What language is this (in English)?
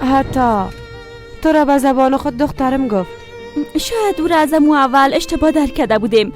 Persian